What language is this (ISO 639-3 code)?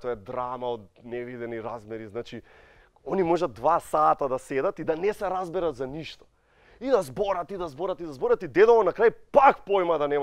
mkd